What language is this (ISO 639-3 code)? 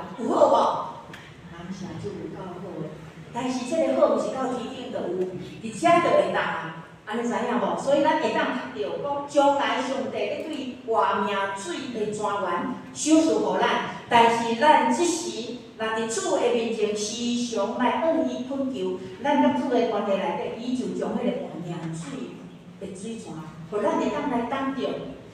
nan